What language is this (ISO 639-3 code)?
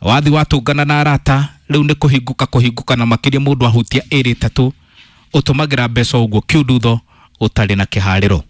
kik